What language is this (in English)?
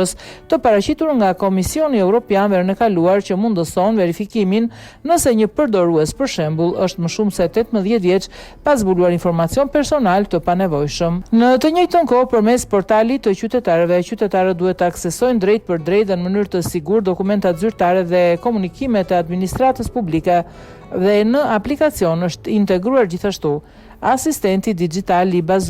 Albanian